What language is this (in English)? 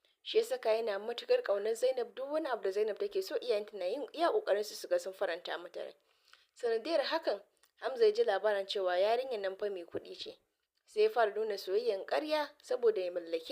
Hausa